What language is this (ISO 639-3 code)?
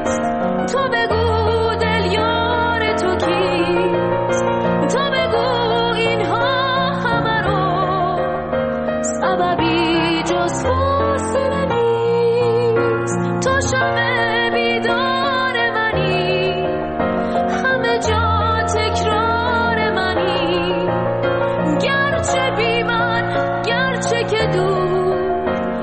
fas